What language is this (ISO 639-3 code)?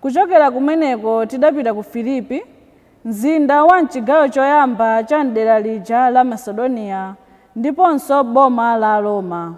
nya